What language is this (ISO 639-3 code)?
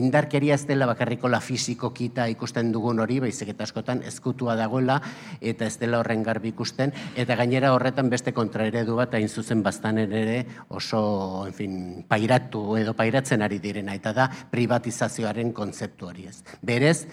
eus